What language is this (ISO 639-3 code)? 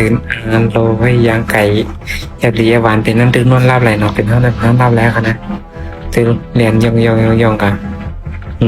shn